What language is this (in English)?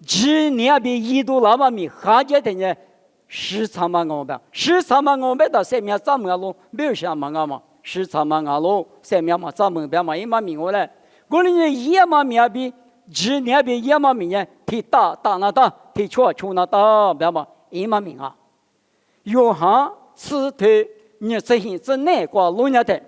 Lisu